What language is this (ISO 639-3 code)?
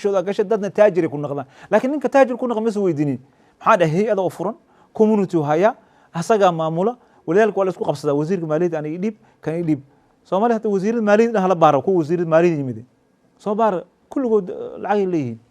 som